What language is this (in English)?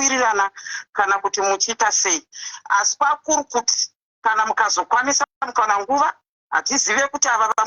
Shona